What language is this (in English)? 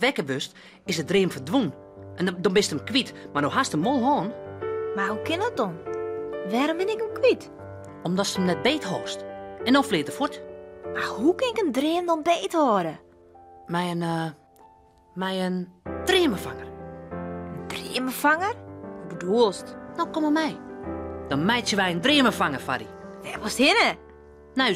Western Frisian